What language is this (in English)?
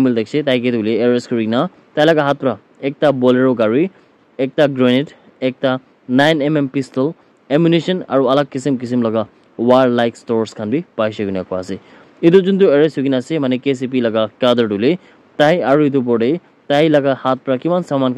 Naga Pidgin